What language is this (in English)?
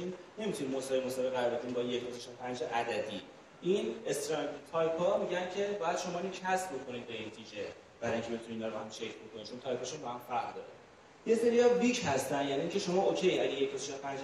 Persian